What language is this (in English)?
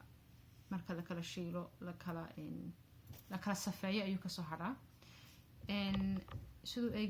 Somali